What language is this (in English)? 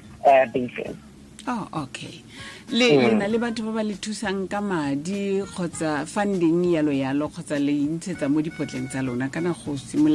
Tswana